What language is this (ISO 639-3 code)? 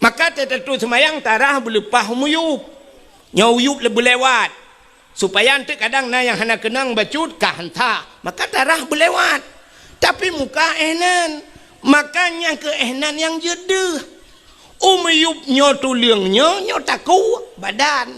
ace